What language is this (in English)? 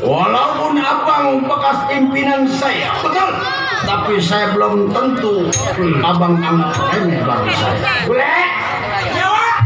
Betawi